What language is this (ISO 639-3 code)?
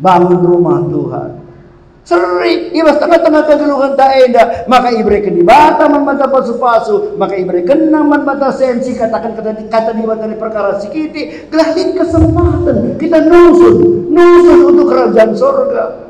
btx